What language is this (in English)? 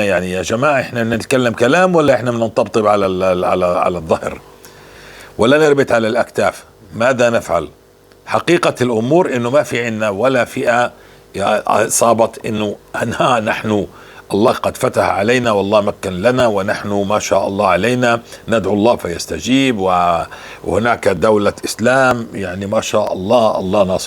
North Levantine Arabic